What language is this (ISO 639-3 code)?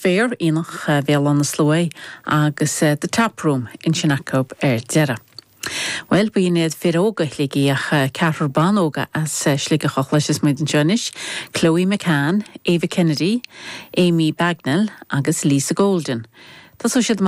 gle